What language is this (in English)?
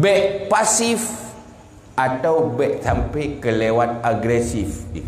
Achinese